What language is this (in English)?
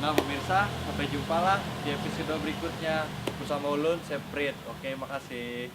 Banjar